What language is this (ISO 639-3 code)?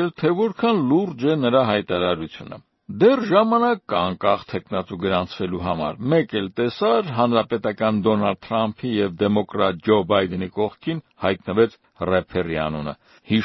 hye